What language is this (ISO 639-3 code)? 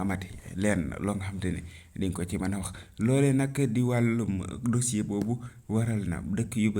wol